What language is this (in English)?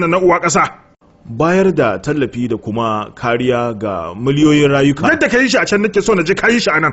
Hausa